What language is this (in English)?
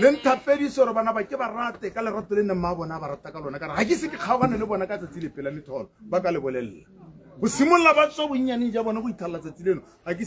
Tswana